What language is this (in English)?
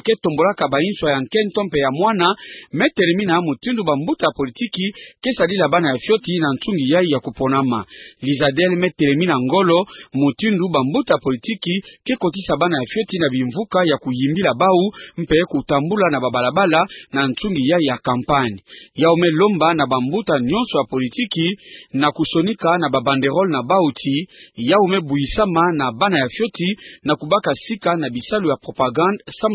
Kituba (Democratic Republic of Congo)